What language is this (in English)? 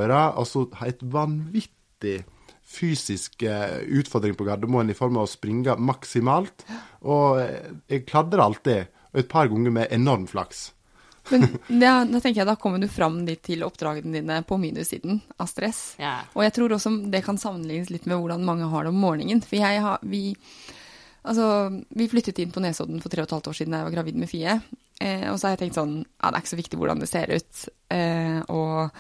Norwegian